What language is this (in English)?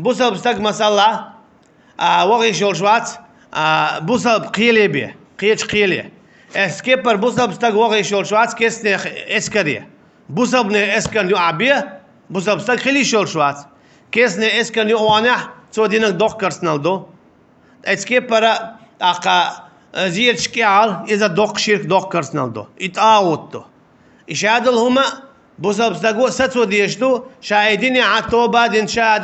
Chechen